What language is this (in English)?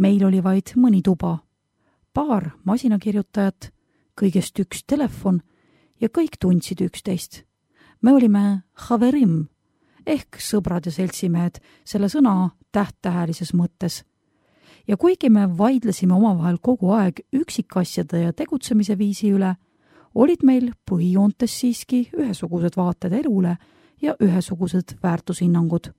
Estonian